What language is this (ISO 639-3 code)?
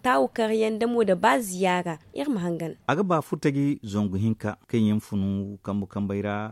dje